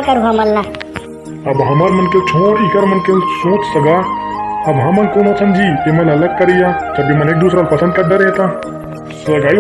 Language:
Chhattisgarhi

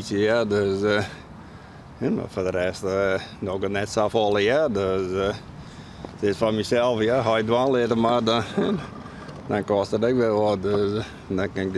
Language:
Western Frisian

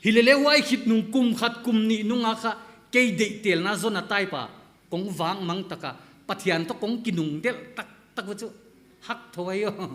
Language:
Paite Chin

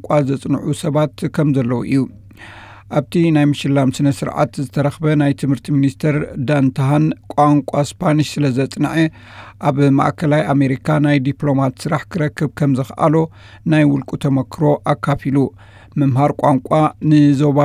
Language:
Tigrinya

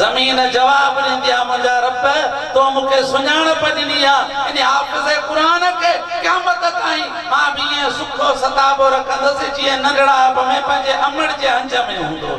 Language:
Sindhi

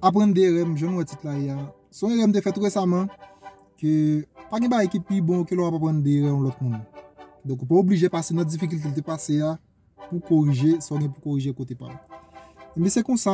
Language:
Haitian Creole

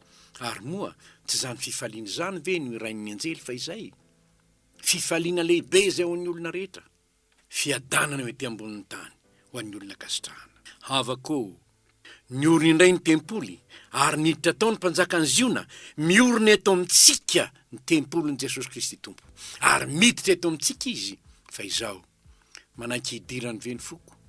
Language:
Malagasy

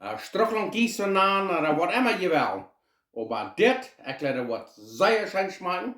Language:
Plautdietsch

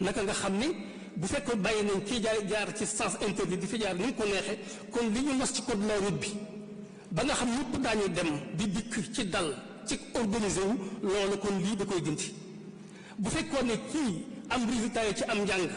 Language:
Wolof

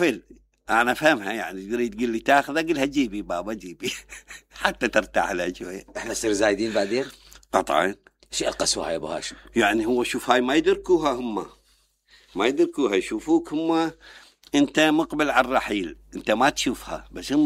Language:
Mesopotamian Arabic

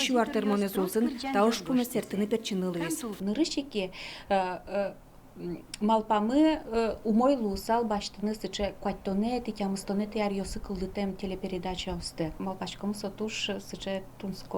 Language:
Udmurt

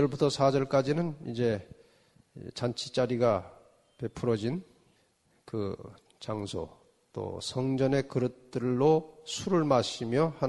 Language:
Korean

